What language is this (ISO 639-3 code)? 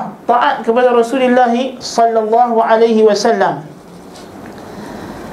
msa